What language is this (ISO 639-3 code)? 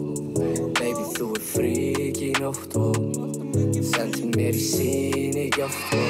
isl